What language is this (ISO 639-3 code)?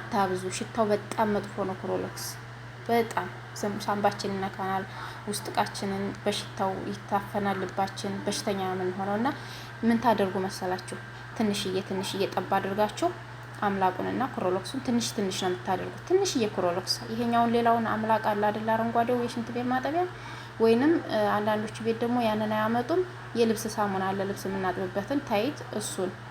amh